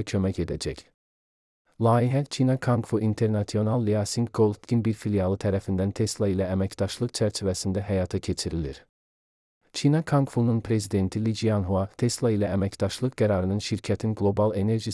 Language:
Azerbaijani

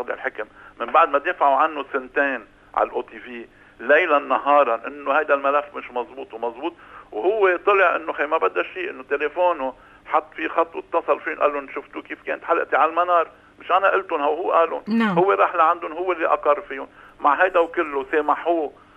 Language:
North Levantine Arabic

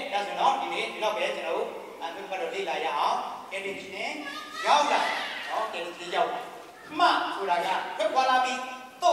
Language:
Burmese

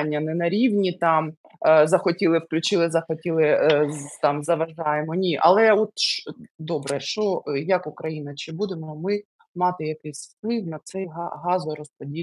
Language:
Ukrainian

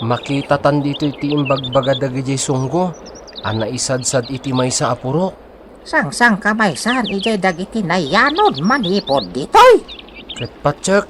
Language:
Iloko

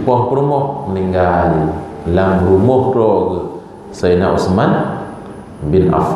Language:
Achinese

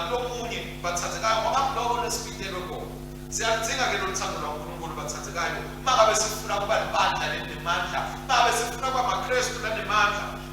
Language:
Swati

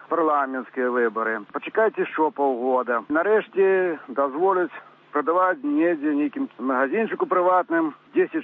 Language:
Belarusian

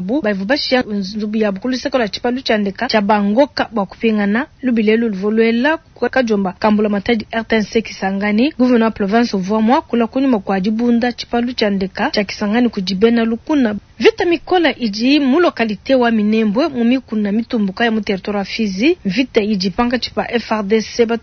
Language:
Luba-Lulua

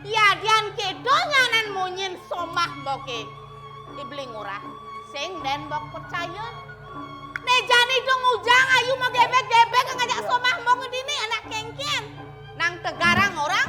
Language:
Balinese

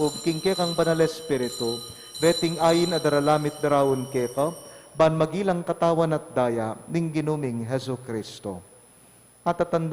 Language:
Pampanga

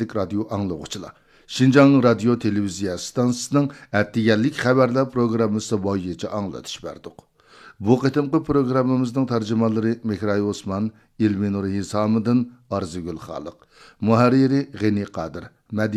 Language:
Uyghur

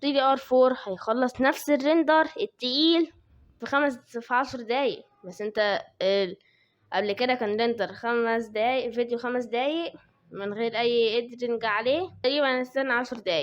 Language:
Egyptian Arabic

